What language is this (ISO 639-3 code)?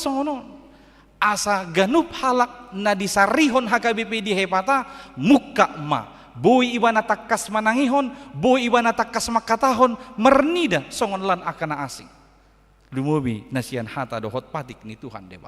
bbc